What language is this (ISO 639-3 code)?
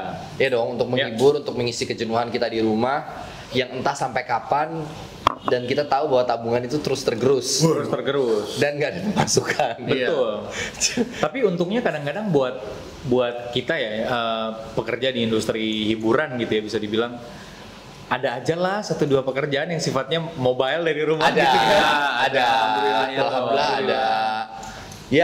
ind